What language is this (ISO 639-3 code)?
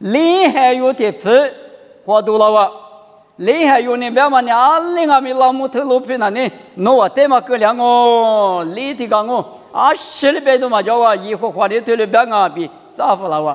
lis